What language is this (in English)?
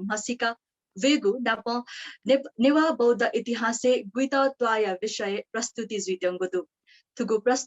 Newari